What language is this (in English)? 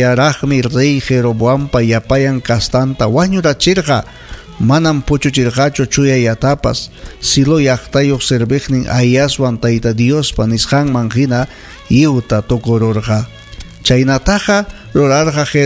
Ayacucho Quechua